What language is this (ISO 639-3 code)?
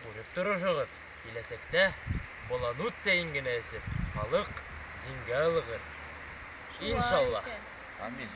bak